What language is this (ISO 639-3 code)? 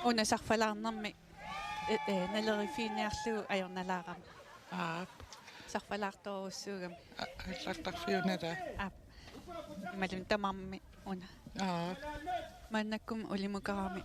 kal